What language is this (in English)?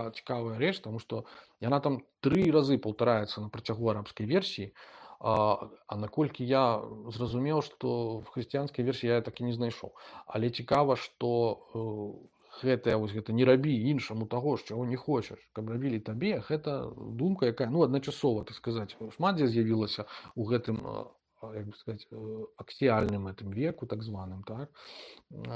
Belarusian